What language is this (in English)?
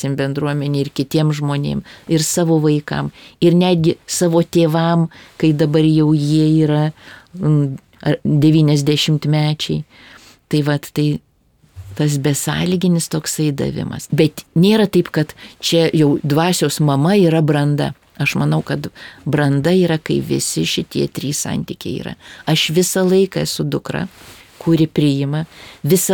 Lithuanian